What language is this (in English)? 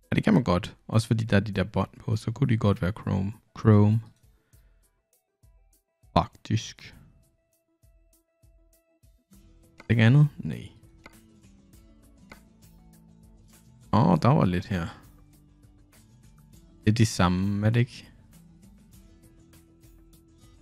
Danish